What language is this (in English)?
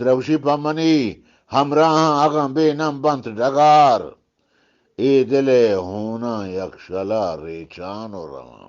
Eastern Balochi